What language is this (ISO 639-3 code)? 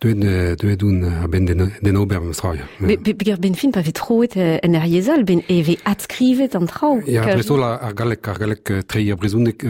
bre